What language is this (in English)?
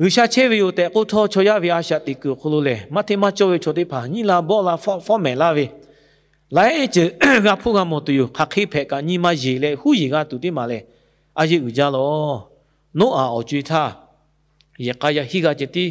Lahu